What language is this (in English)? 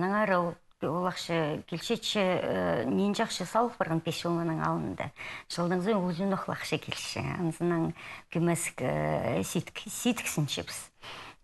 Khakas